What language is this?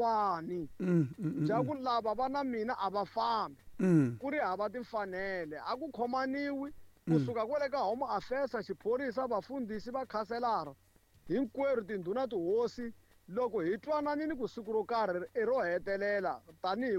Tsonga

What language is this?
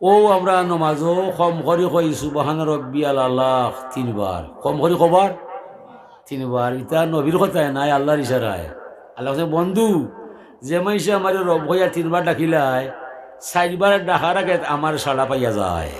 Sylheti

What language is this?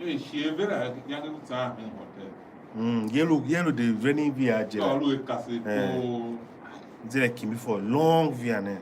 Tiv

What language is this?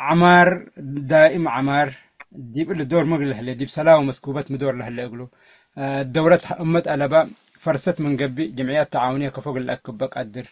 Tigre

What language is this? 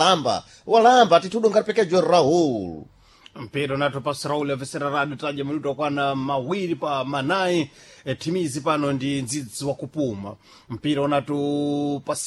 Sena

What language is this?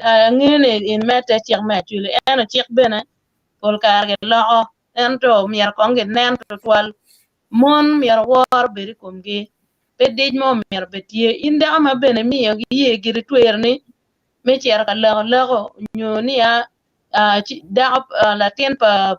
Acoli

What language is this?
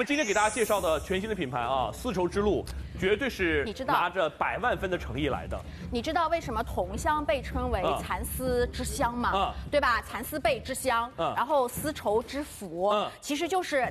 Chinese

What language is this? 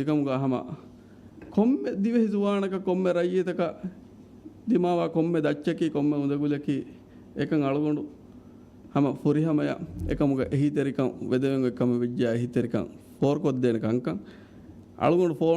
Divehi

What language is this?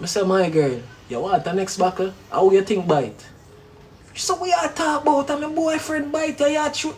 Jamaican Creole English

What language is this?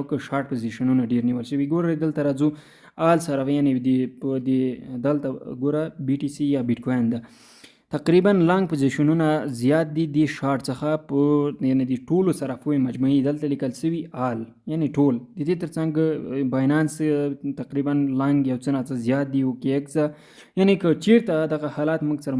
Pashto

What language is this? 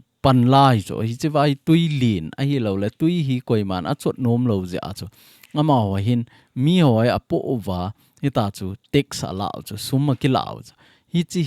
Thado Chin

